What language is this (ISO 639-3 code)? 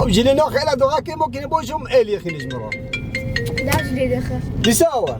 kur